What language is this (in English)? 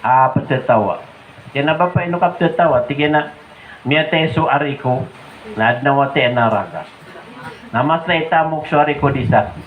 Maranao